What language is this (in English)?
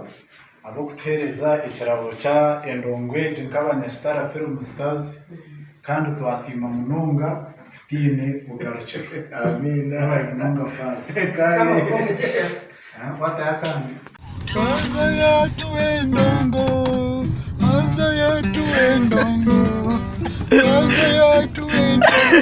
Nyankole